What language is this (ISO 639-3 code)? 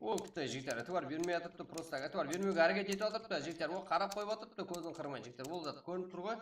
kaa